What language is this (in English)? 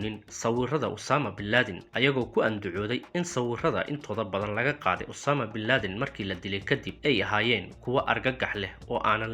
Somali